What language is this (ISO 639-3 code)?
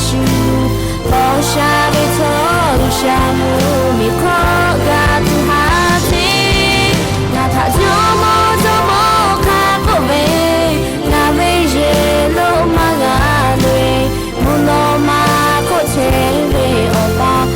lhu